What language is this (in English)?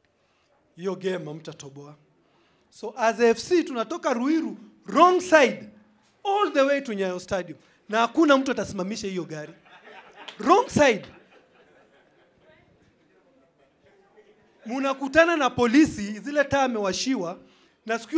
Swahili